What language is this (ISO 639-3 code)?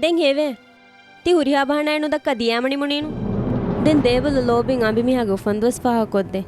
div